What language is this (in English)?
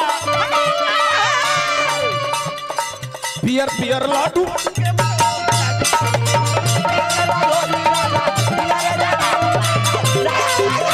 Bhojpuri